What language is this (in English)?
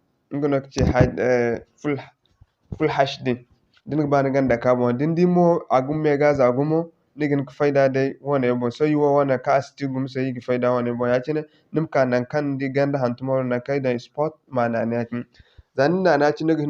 Zarma